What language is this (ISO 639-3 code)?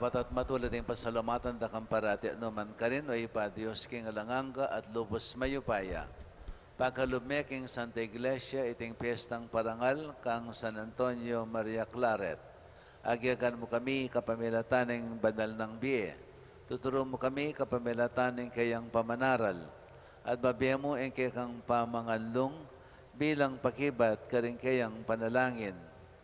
pam